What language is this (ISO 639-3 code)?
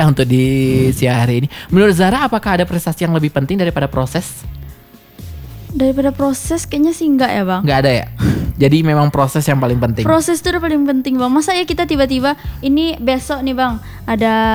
ind